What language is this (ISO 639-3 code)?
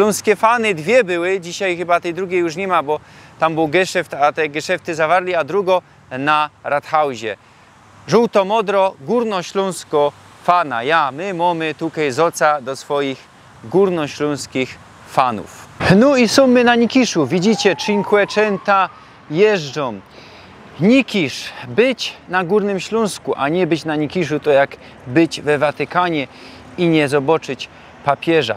szl